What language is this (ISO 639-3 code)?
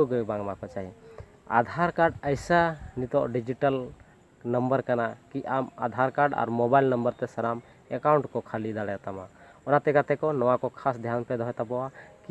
sat